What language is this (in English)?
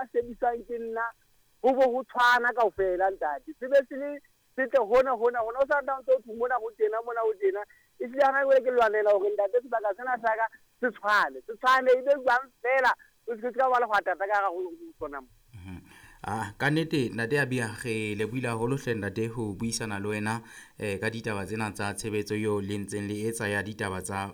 Southern Sotho